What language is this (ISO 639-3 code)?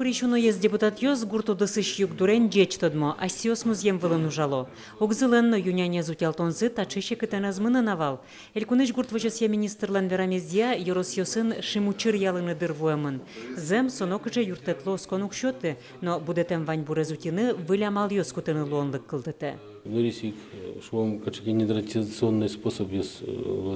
udm